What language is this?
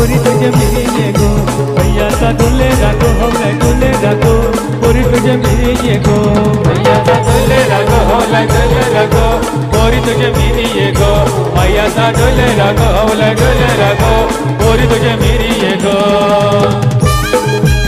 Marathi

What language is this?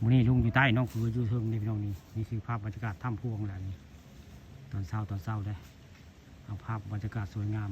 Northeastern Thai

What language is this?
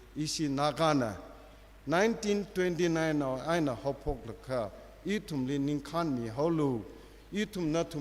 Tangkhul Naga (India)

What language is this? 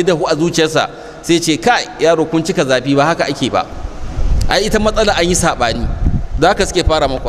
Hausa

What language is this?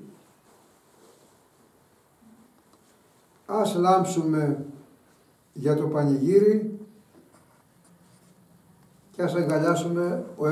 Greek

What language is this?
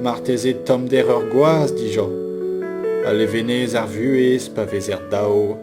Breton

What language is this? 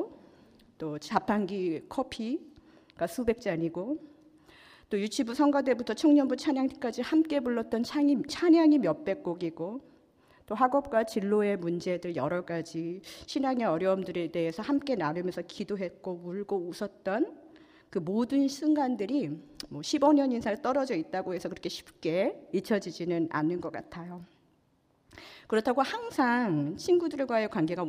Korean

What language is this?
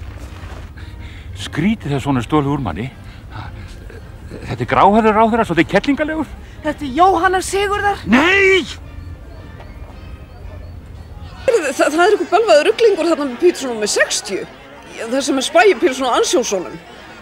Icelandic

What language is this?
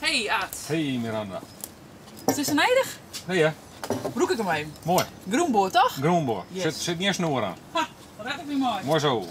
Western Frisian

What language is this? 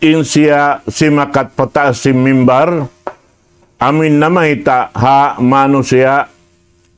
Tausug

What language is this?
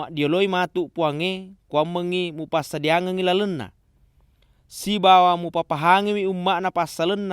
Buginese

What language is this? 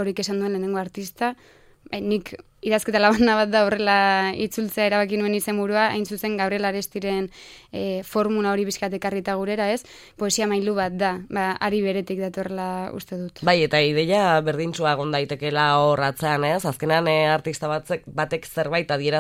Basque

